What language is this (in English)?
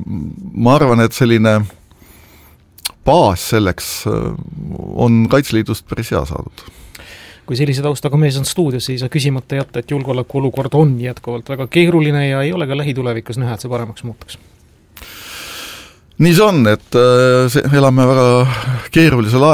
Estonian